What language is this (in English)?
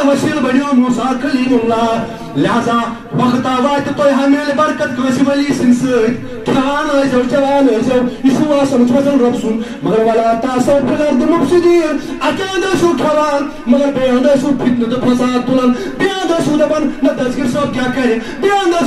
Kashmiri